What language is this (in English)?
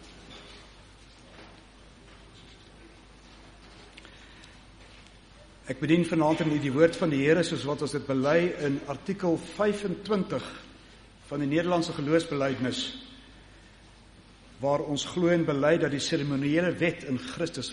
Afrikaans